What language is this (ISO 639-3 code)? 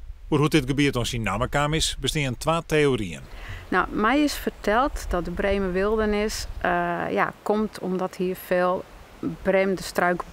fry